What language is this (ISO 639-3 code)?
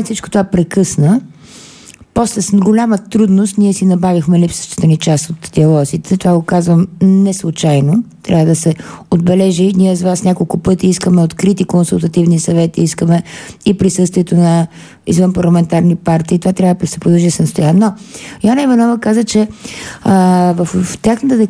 bul